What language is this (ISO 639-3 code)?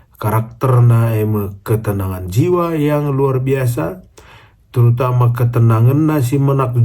btx